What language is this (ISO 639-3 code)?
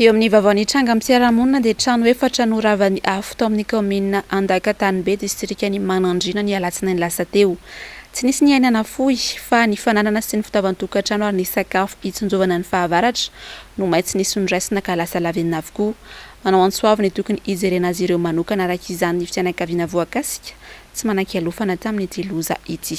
mlg